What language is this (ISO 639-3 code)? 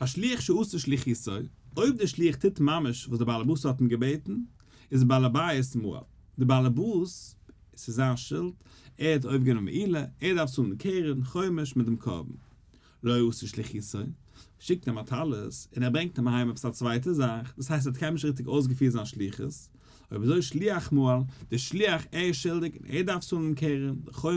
yid